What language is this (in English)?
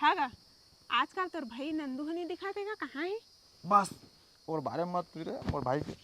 Chhattisgarhi